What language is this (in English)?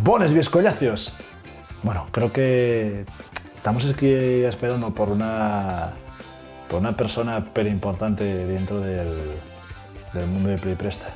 Asturian